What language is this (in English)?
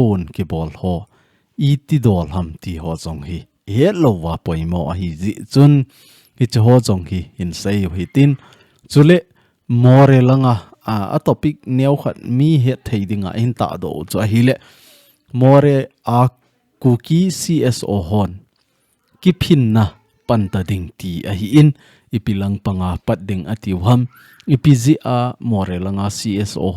Thado Chin